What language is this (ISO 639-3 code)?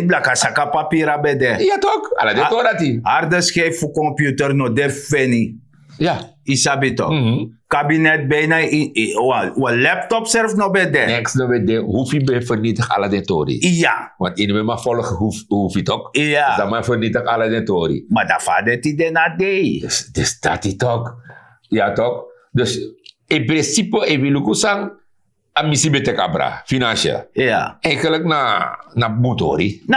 srn